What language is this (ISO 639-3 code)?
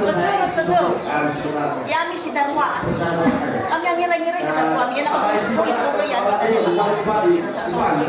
nia